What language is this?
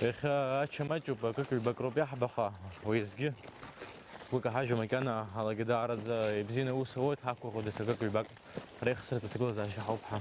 Abkhazian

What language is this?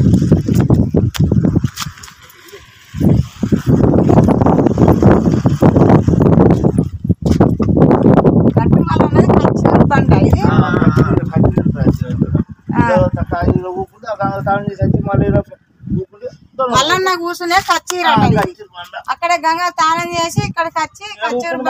Telugu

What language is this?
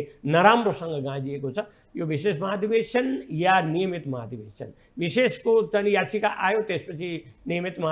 Nepali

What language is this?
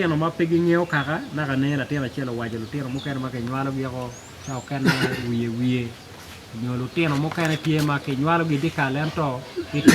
Acoli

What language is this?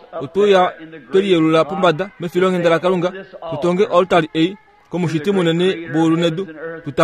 Kuanyama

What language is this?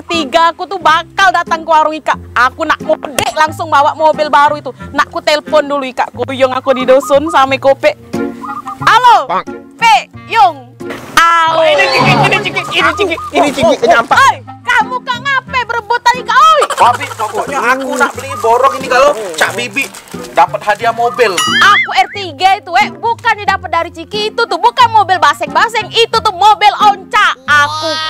Musi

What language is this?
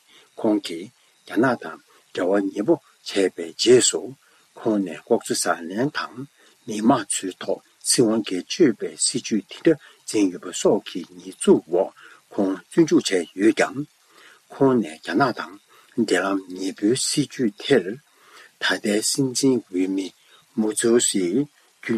Tibetan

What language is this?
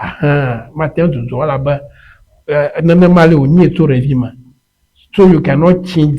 Ewe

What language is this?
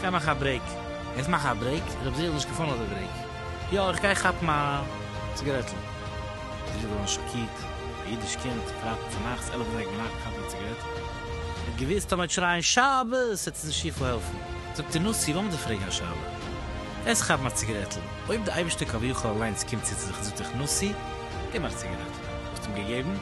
Yiddish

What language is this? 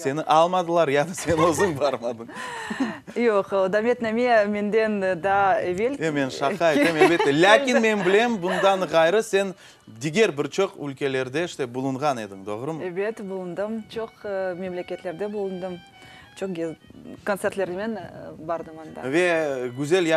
Crimean Tatar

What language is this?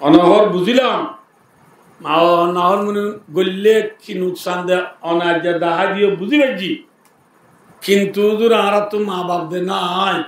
Rohingya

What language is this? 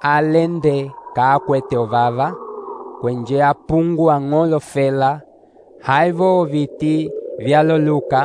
Umbundu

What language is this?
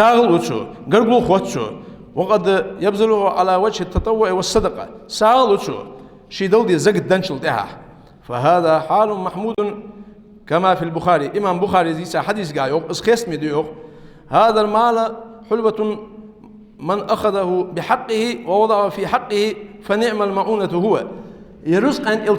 Ingush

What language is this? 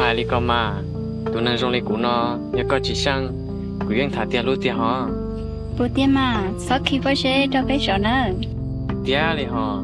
Hmong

